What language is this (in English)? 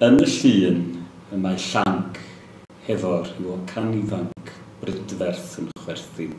Welsh